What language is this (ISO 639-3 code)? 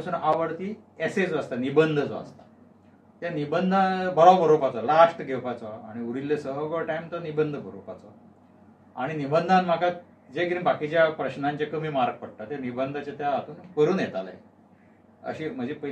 kok